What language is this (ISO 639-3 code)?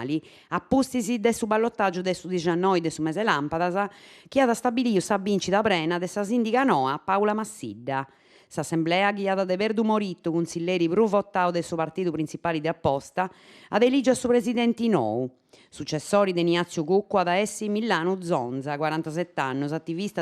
srd